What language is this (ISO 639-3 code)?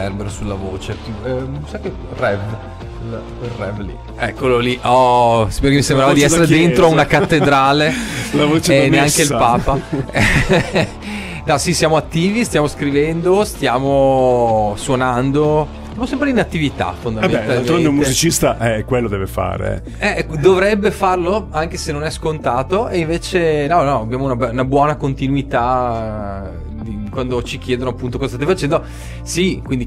ita